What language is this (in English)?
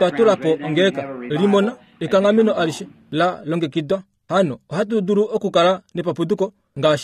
Kuanyama